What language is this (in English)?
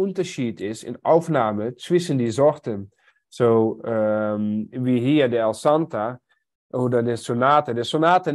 German